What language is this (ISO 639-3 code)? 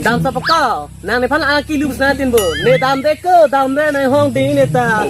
mjw